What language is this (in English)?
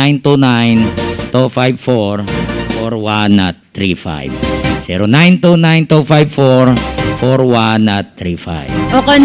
Hiligaynon